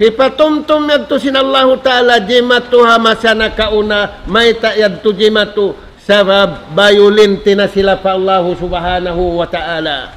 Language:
Tausug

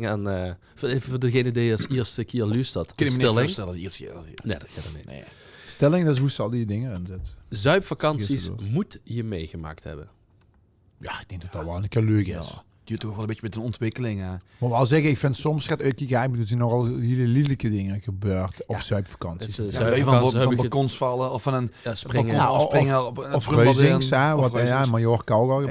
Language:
Limburgish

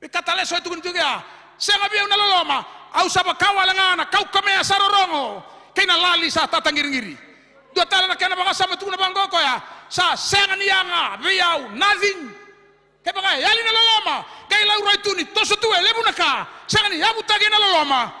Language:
Fijian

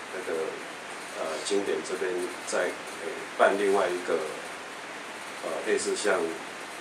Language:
Chinese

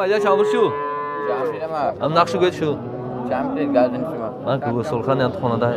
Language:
Tajik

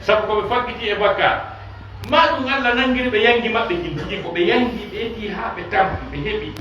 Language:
Fula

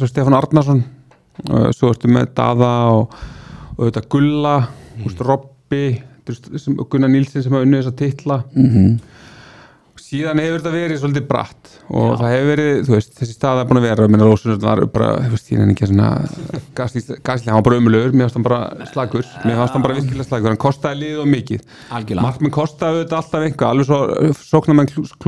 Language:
Icelandic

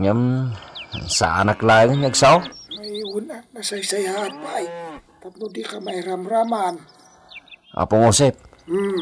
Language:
Iloko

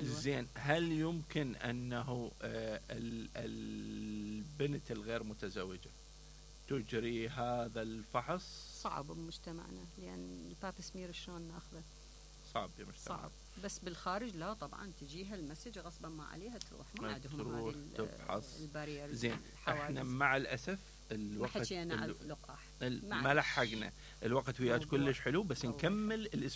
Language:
Mesopotamian Arabic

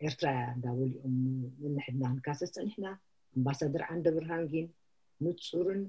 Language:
Tigrinya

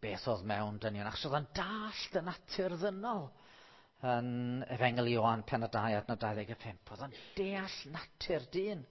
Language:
Welsh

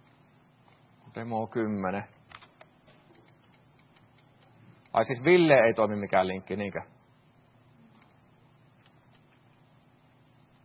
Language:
Finnish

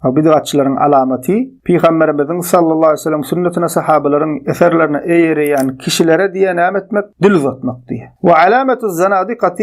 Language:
Turkmen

